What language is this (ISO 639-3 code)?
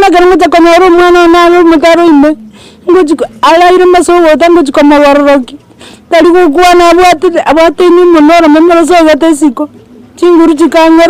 guz